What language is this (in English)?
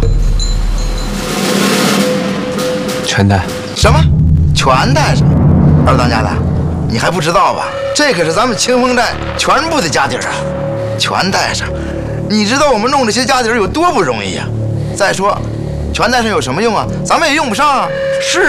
Chinese